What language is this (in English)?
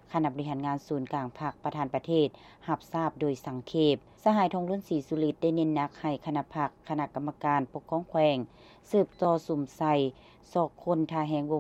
Lao